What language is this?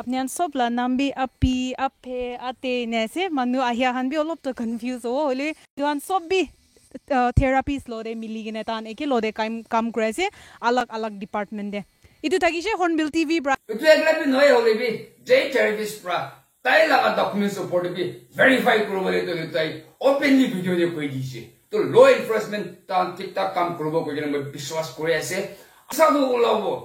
Naga Pidgin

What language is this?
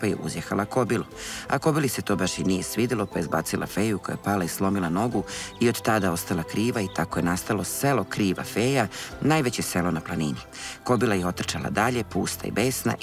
Serbian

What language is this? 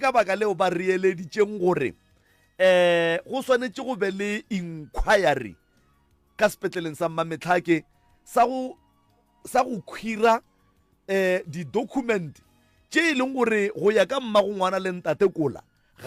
Northern Sotho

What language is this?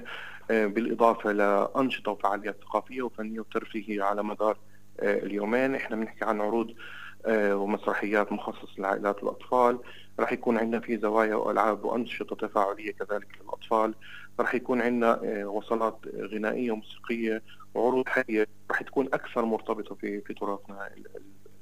North Levantine Arabic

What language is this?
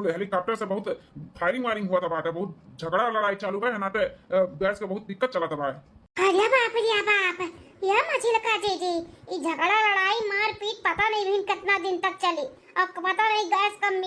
Awadhi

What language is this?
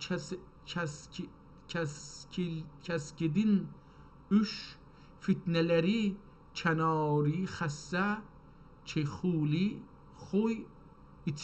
South Azerbaijani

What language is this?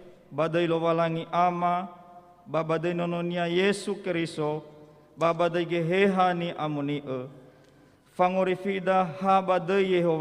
Nias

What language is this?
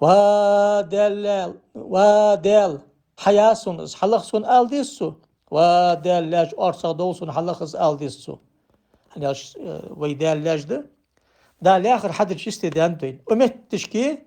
Ingush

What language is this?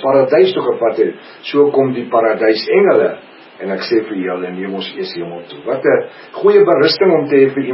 Afrikaans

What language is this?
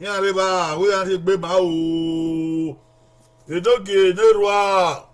Bini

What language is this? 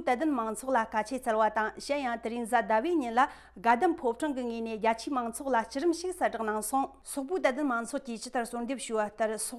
Tibetan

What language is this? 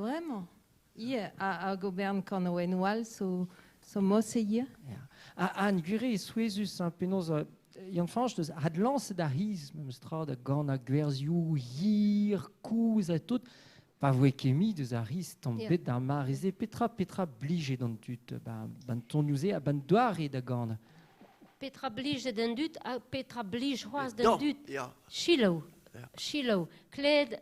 Breton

